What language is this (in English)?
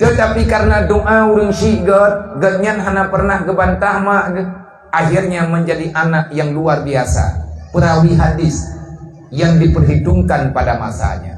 Achinese